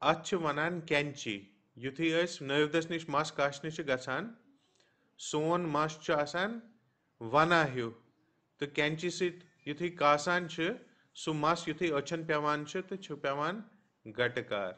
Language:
Kashmiri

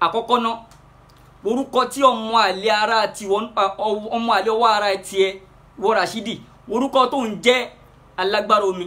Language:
Yoruba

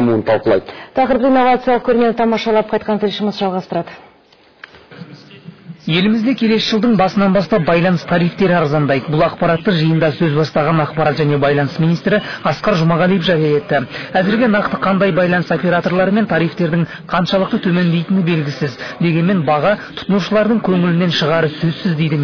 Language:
Kazakh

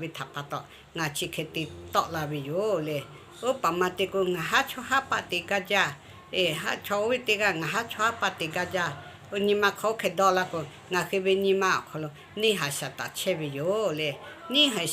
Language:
Lahu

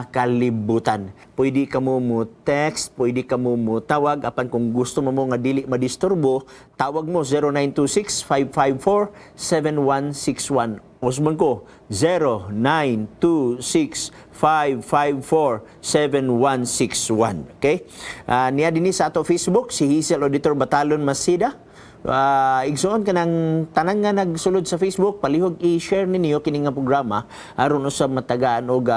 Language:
Cebuano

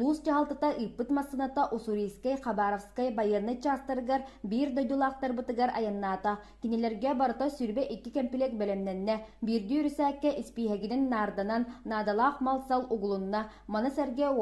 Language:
Yakut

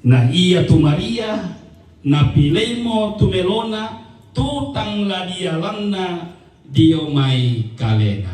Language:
Toraja-Sa'dan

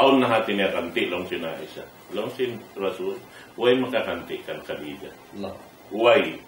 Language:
Tausug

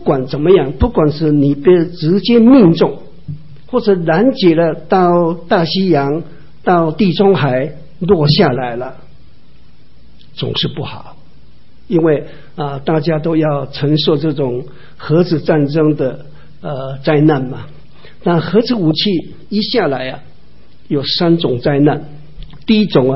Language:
Chinese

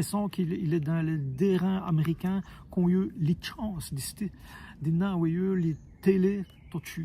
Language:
Walloon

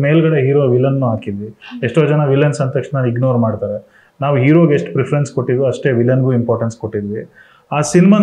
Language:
Kannada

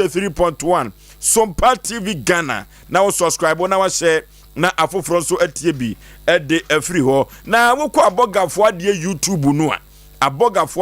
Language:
Akan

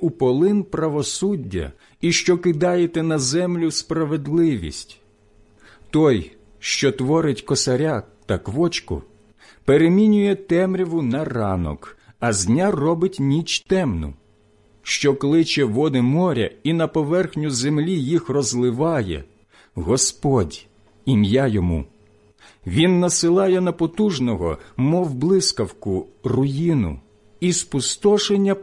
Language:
Ukrainian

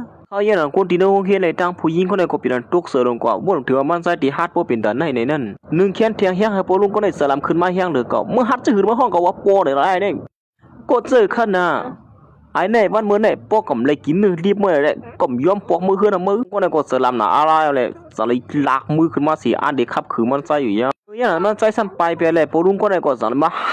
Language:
Shan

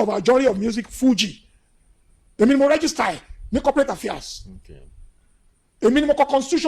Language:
Yoruba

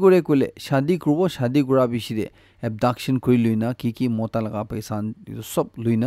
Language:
Naga Pidgin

